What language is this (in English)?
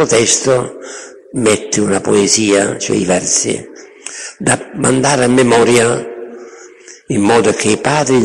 Italian